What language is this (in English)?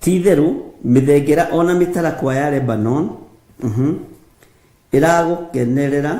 Kikuyu